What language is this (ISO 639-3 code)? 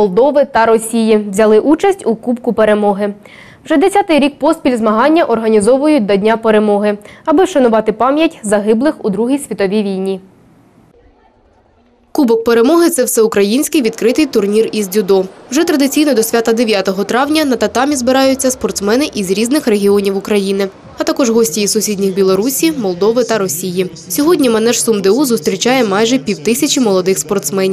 ukr